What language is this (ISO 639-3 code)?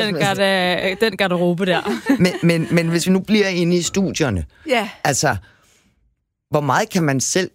dan